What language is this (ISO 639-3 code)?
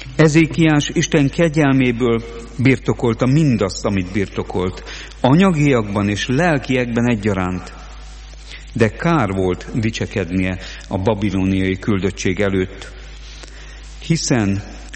hun